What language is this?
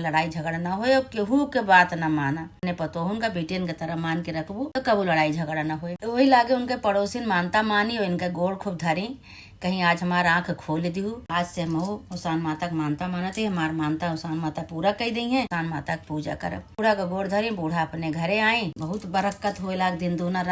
Awadhi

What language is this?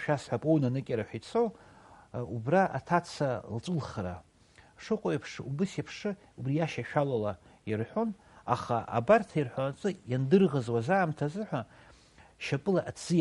Abkhazian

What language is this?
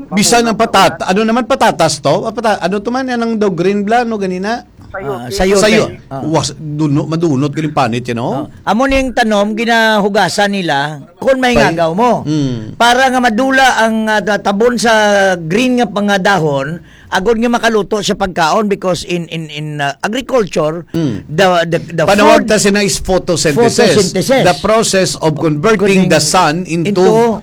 Hiligaynon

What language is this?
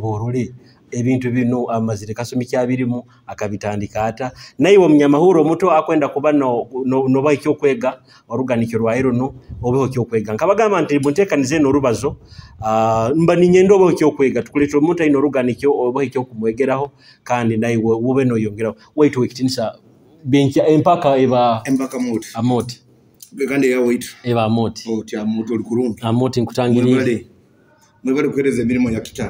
Nyoro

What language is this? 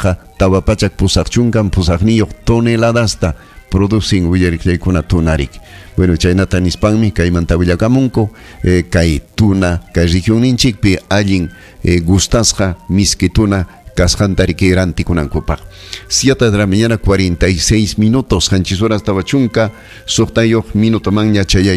Ayacucho Quechua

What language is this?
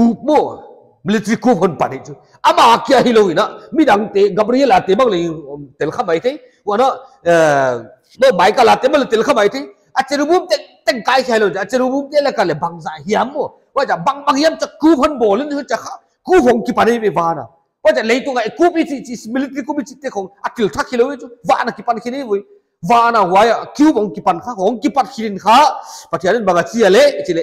Paite Chin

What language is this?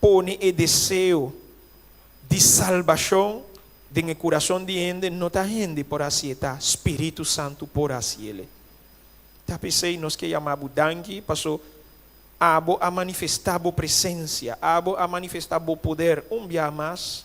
Papiamento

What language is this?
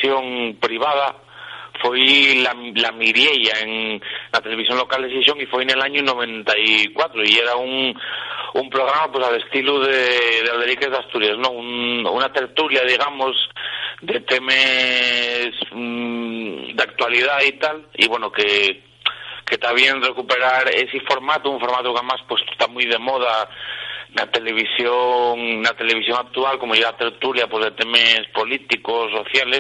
Asturian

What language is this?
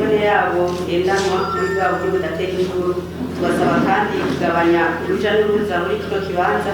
Rundi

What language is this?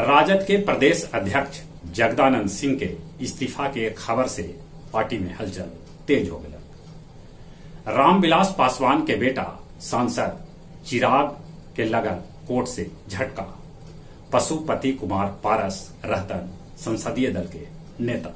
Magahi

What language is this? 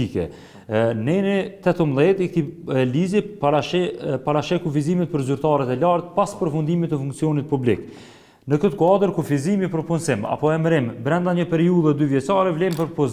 Albanian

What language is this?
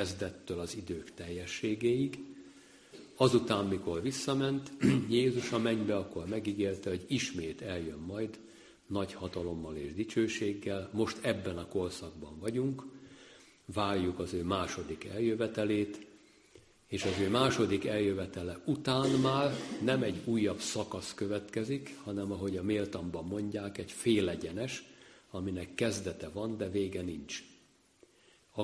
Hungarian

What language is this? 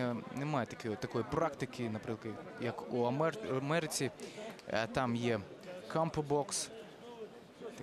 Ukrainian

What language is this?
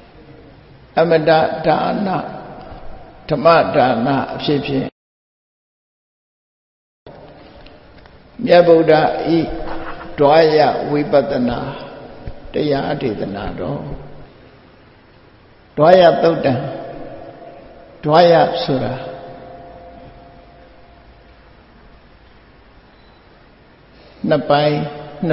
Burmese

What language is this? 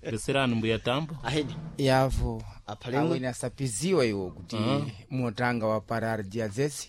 Sena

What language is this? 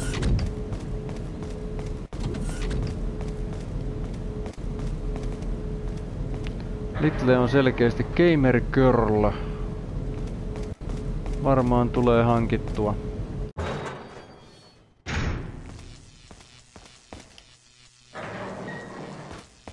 Finnish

